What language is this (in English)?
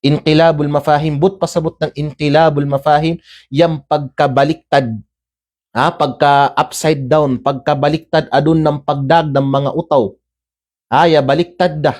Kalagan